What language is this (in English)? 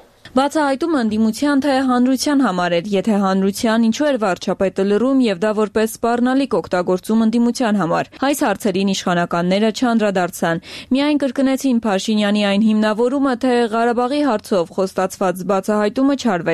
Armenian